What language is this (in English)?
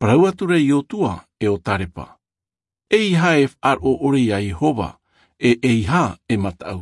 Tahitian